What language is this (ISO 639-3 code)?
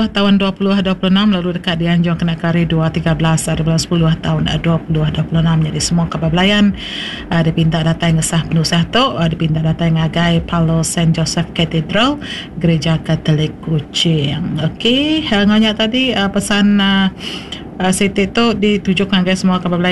iba